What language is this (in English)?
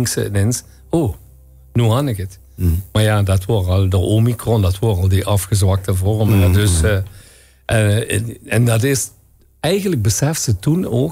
Limburgish